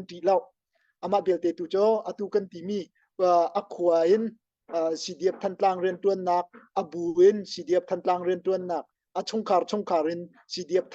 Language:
Hakha Chin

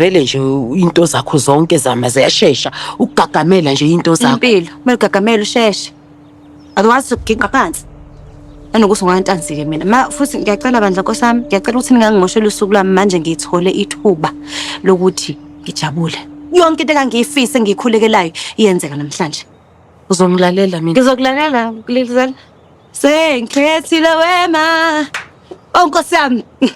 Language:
Zulu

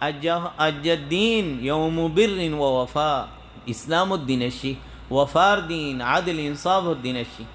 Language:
Rohingya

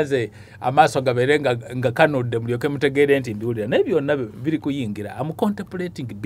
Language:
Ganda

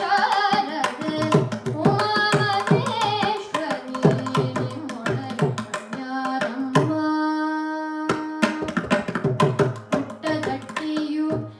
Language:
Kannada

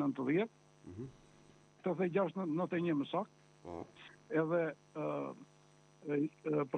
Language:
Albanian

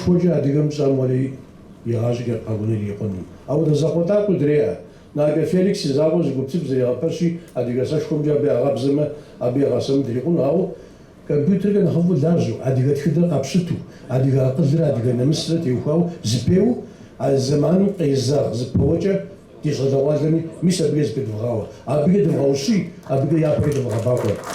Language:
Kabardian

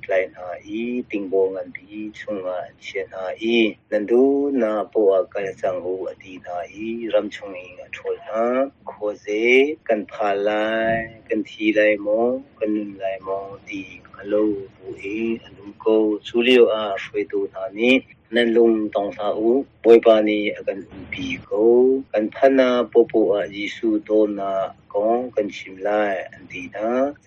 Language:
Hakha Chin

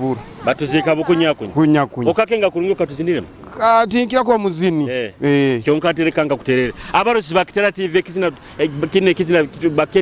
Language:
Nyoro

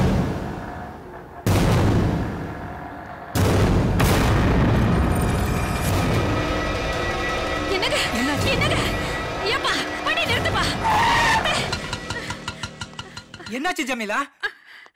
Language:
Tamil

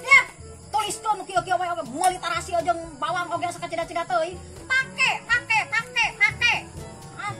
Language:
Sundanese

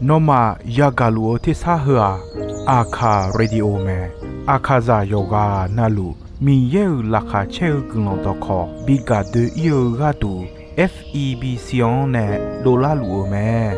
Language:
Akha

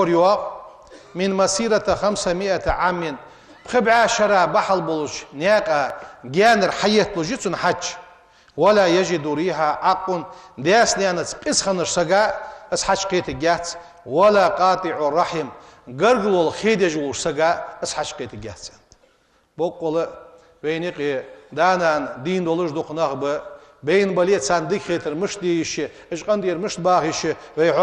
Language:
Ingush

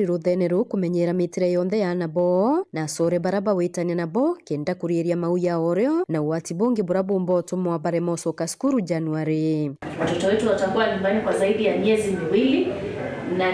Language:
Meru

